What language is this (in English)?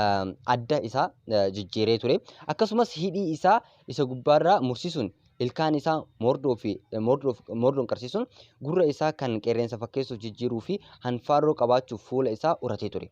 Oromo